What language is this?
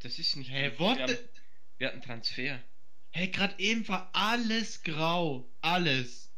Swiss German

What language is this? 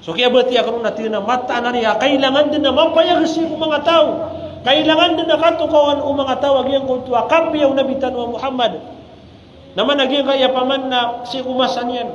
Maranao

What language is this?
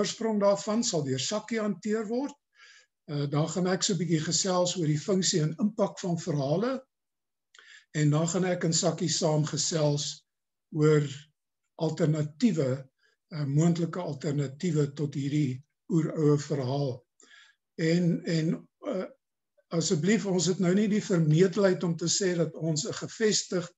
Afrikaans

